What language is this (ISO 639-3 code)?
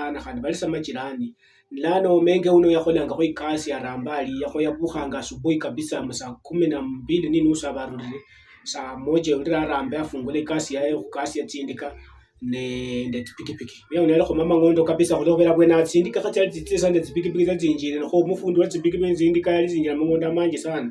luy